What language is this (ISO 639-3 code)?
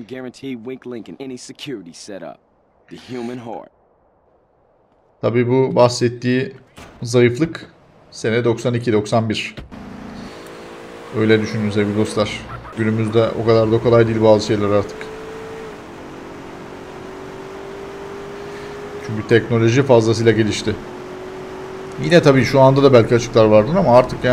tur